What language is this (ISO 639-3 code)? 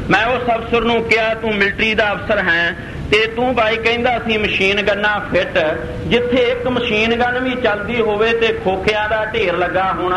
pan